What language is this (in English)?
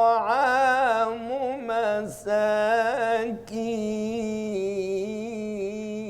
Divehi